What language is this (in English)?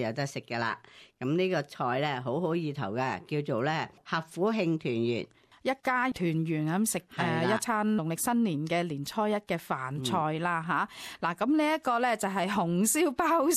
Cantonese